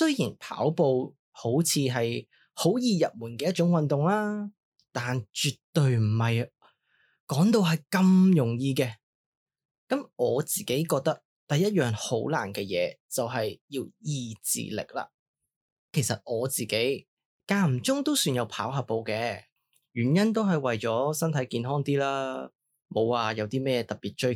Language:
Cantonese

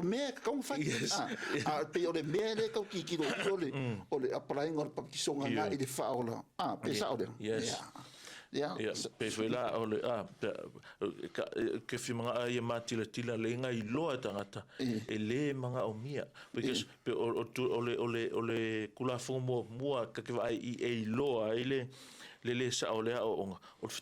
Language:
Samoan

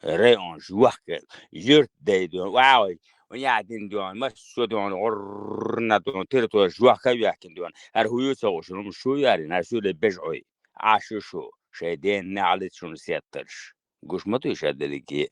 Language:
Chechen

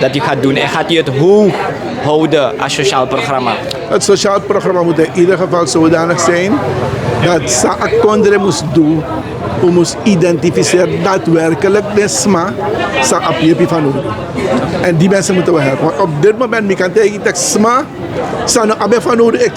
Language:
Sranan Tongo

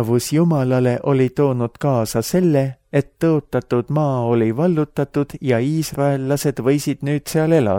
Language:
Estonian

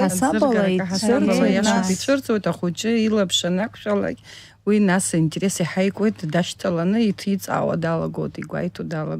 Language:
Abkhazian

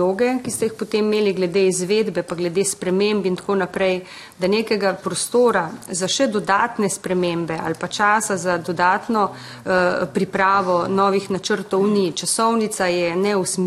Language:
Slovenian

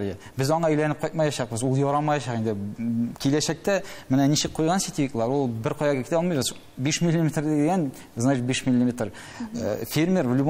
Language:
Tatar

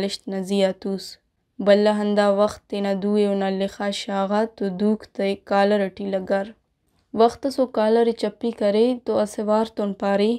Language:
Brahui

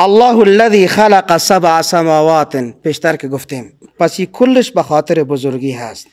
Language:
Persian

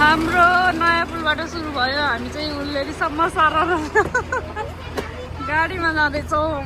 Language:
Nepali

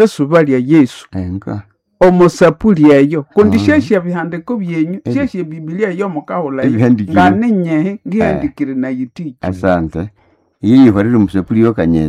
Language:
Nande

